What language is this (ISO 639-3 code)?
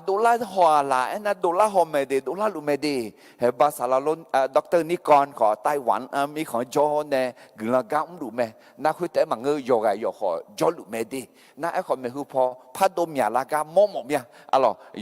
ahk